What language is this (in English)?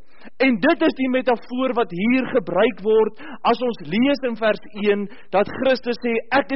Afrikaans